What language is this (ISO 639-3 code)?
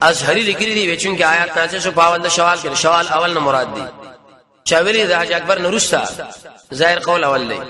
pus